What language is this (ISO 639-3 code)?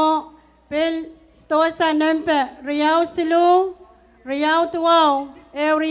pon